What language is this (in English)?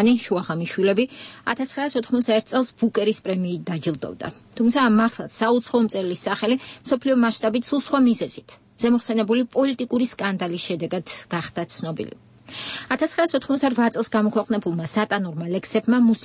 Georgian